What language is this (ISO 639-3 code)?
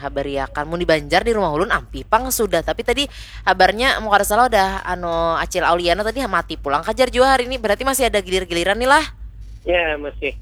bjn